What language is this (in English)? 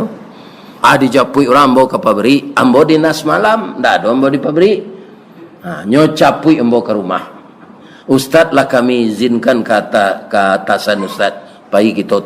Minangkabau